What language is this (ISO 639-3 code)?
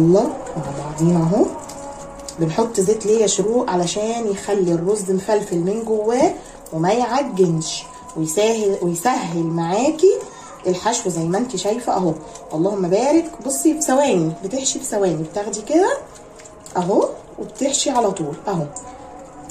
arz